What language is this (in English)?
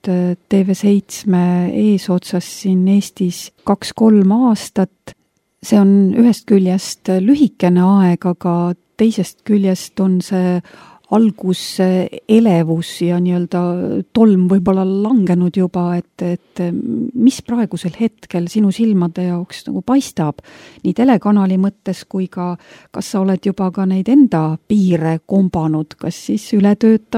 Estonian